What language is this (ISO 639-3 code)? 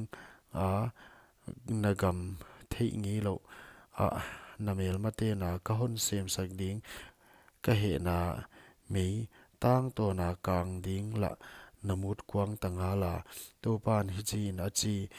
pck